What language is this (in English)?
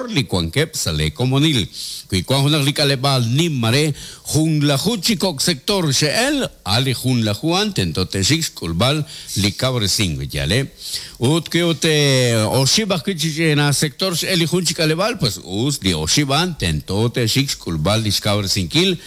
Kekchí